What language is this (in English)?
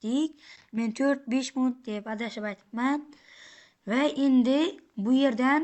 Uzbek